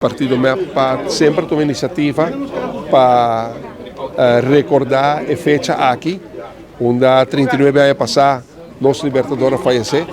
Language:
Papiamento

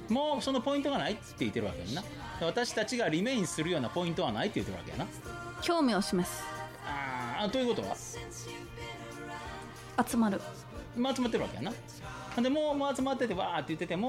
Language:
Japanese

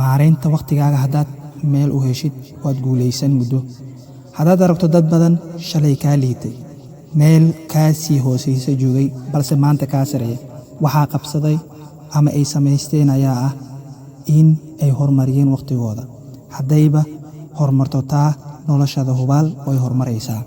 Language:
Somali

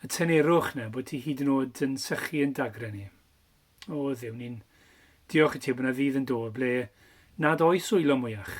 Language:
Welsh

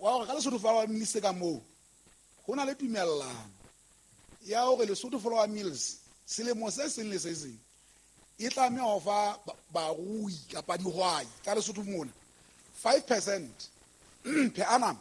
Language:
Southern Sotho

